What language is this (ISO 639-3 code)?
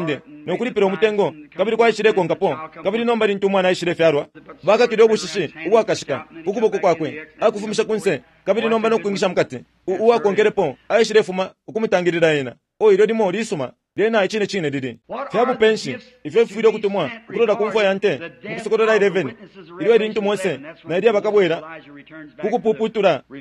bem